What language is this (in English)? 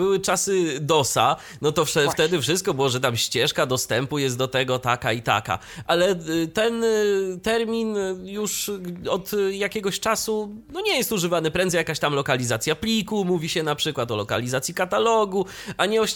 Polish